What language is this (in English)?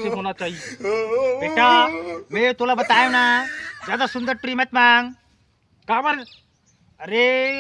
Chhattisgarhi